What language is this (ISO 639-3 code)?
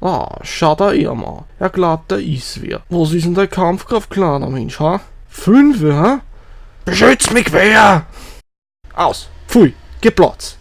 bar